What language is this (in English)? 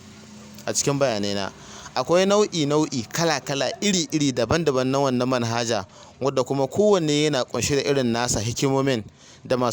Hausa